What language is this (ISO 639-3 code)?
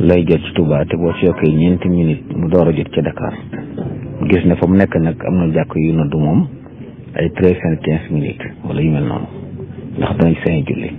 wol